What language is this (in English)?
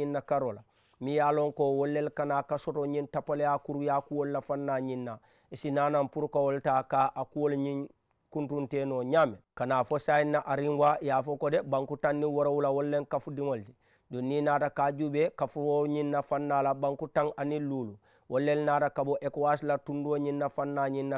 Mandingo